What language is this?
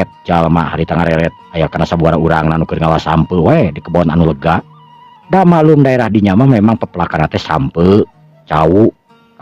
Sundanese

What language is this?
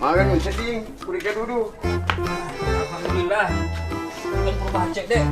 Buginese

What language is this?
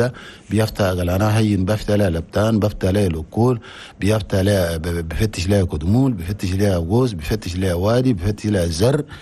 Chadian Arabic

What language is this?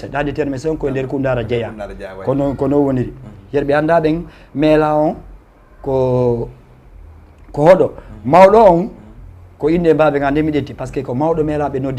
Fula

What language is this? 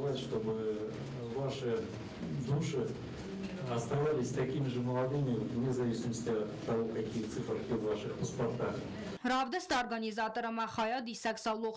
Ossetic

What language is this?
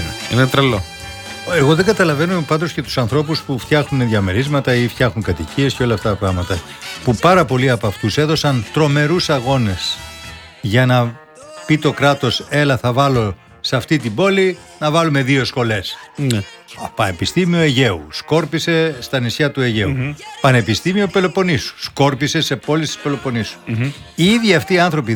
Greek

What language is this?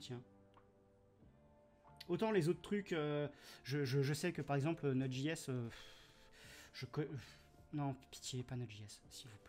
French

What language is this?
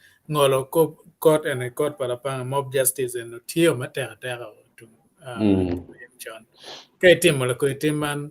Acoli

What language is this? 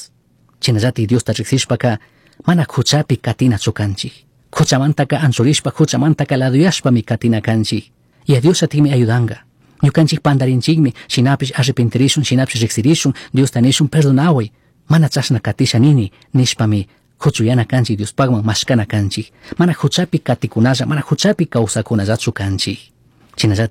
Chimborazo Highland Quichua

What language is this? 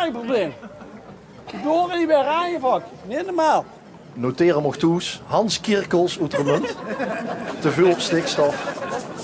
Limburgish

